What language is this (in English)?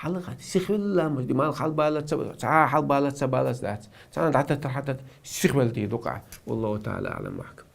Chechen